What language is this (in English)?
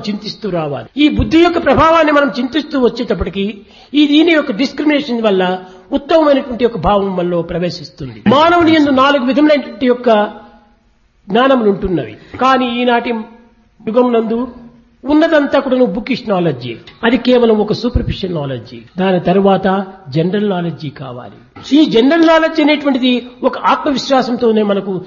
Telugu